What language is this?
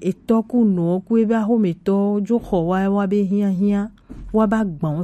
Gen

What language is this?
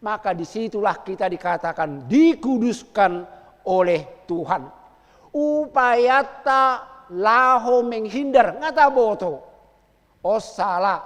Batak Toba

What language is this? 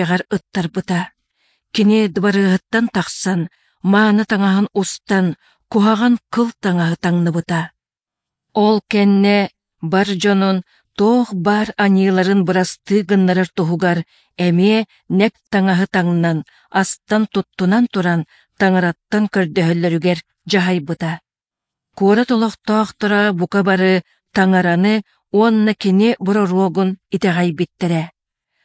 Yakut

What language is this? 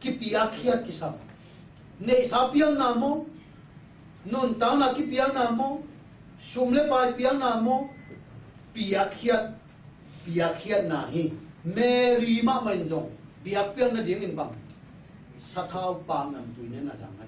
Tedim Chin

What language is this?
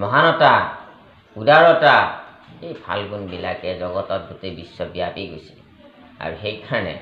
Assamese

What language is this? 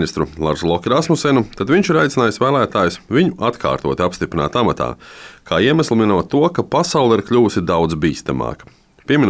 Latvian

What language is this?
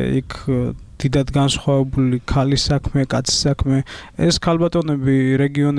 Georgian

